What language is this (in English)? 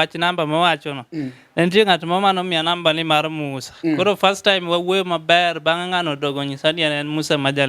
Luo (Kenya and Tanzania)